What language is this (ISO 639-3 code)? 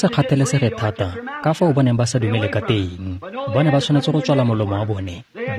tsn